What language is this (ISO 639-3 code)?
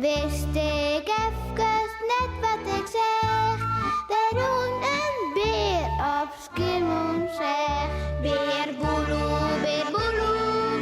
fry